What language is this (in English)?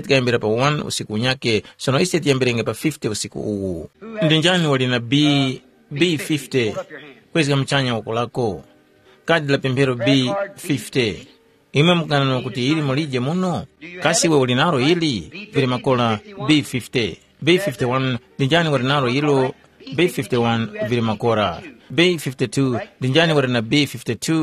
Tumbuka